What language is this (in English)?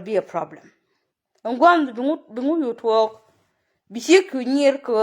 Nuer